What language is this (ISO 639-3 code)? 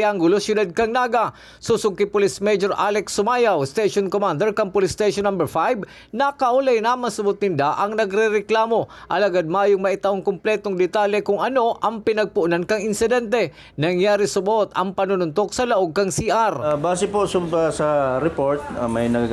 bik